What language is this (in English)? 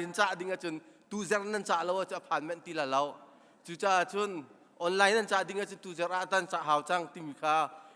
Hakha Chin